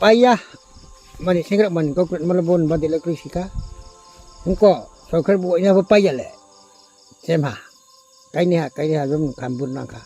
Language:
Riang (India)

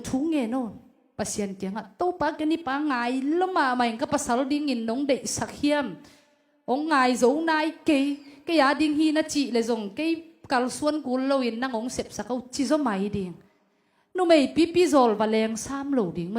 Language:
Tedim Chin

